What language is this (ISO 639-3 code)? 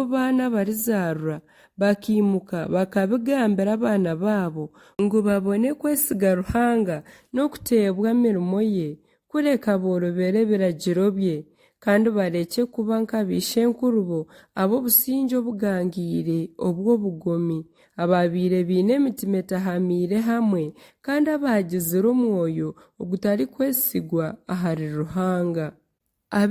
nyn